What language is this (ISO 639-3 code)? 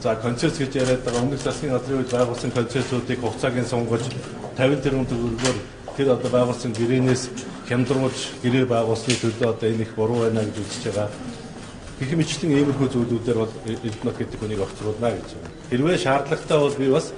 mon